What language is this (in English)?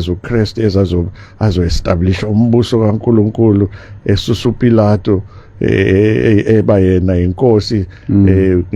Zulu